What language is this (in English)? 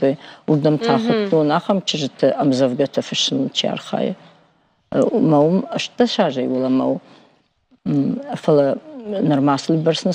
Ossetic